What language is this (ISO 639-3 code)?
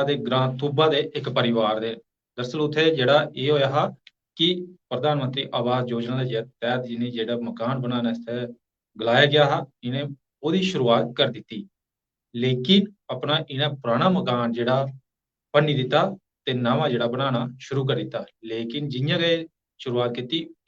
doi